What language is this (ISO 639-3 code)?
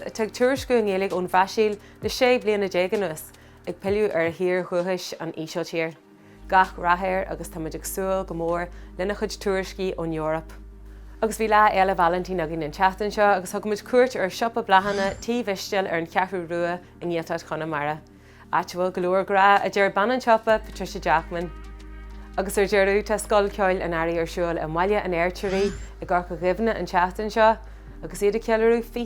gle